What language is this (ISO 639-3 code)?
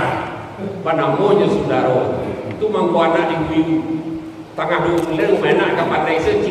min